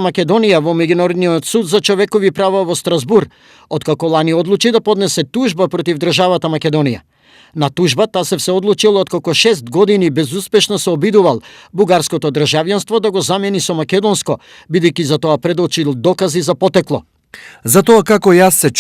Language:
Macedonian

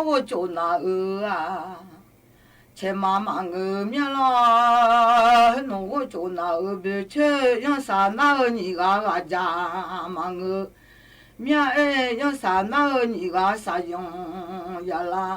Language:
Akha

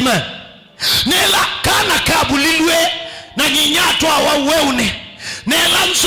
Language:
Kamba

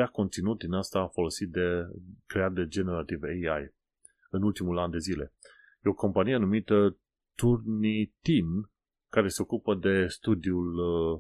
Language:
Romanian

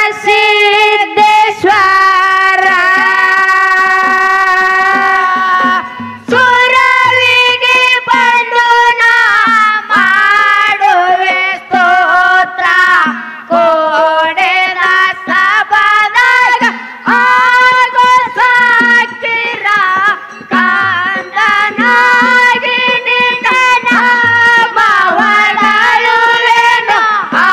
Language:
Kannada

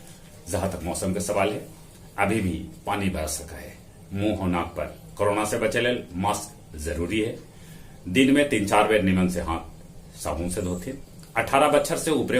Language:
Magahi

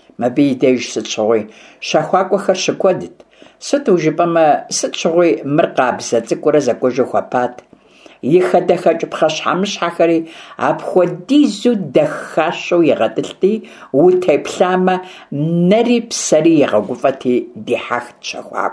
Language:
Kabardian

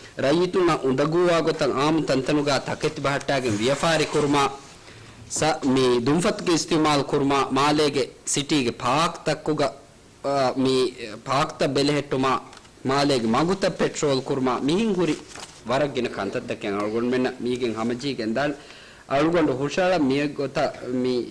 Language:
Divehi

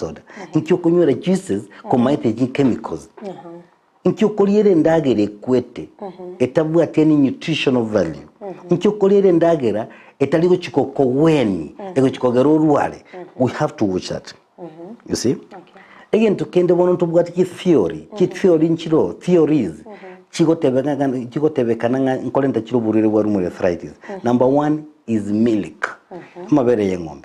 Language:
Gusii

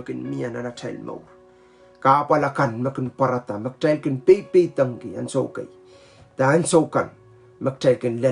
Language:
Pohnpeian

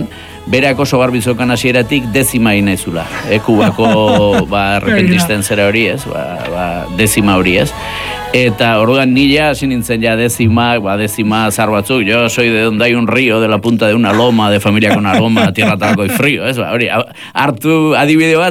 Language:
Basque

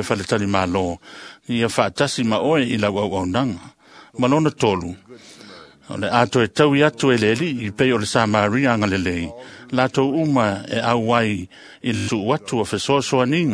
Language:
Samoan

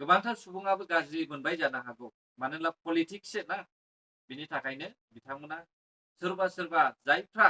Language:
Bodo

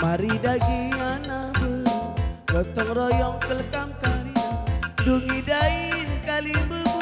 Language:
Batak Karo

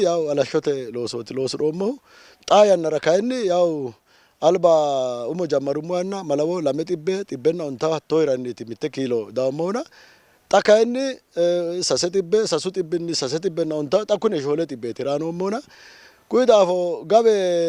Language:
Sidamo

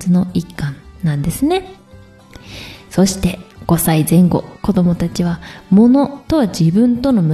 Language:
Japanese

